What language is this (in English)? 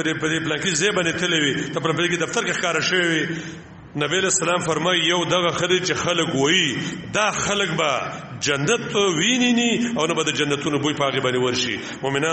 Pashto